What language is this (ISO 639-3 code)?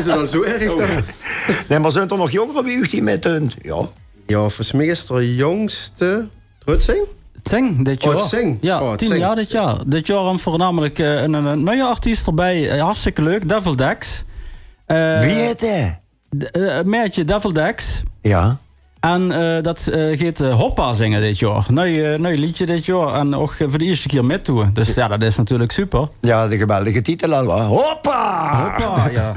lim